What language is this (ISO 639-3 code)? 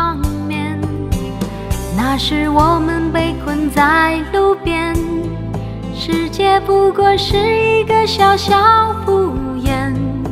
zho